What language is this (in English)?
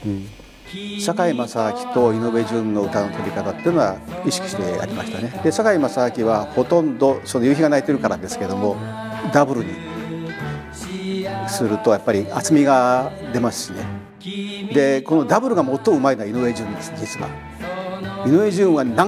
Japanese